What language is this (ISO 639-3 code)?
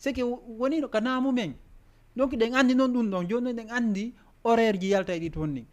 ful